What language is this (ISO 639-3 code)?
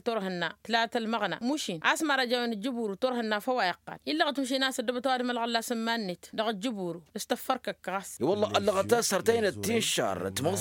taq